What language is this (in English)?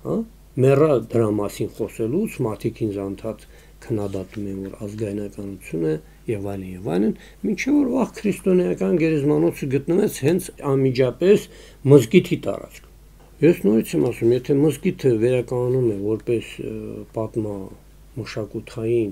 Armenian